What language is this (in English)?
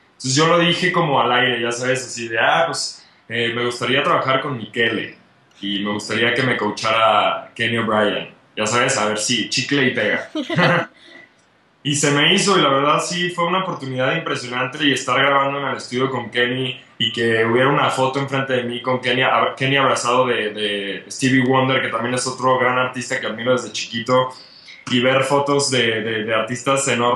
Spanish